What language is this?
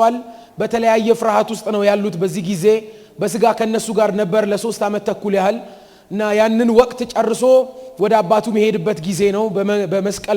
Amharic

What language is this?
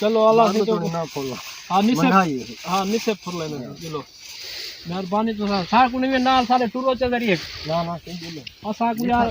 Saraiki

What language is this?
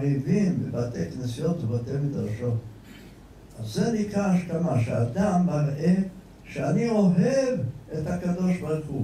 Hebrew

